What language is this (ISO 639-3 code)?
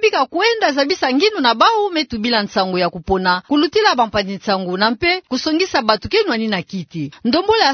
ktu